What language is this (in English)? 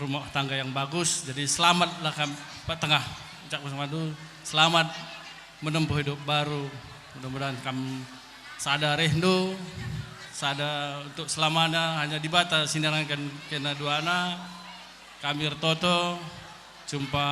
Batak Karo